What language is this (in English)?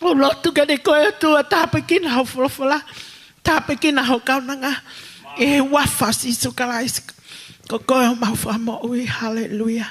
Tongan